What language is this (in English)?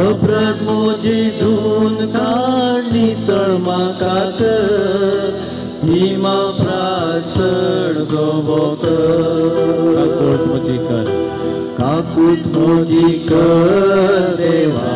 Konkani